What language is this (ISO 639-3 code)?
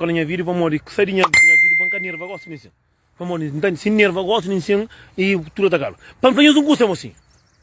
kea